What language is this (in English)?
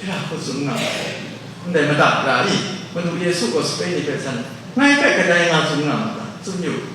Kachin